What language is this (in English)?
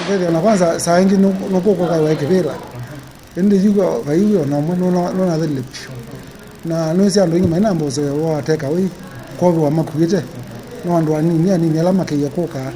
Kamba